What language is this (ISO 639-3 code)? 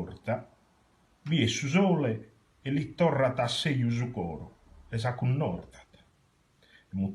srd